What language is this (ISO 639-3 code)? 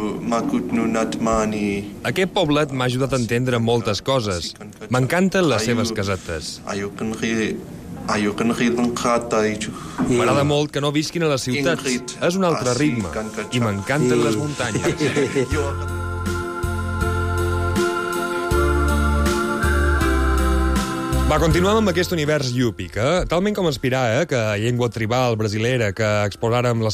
cat